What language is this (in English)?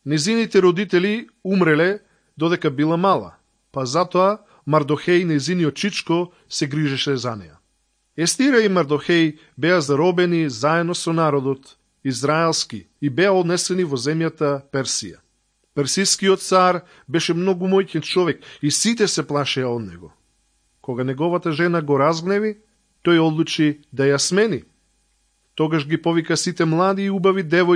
Macedonian